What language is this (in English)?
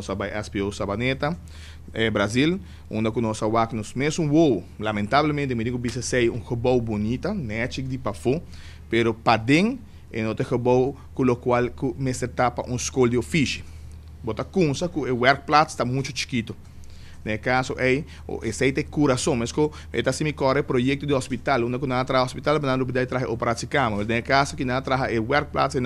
Papiamento